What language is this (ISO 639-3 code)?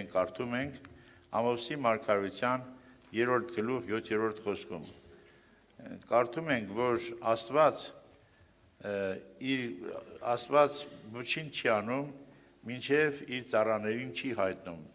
hye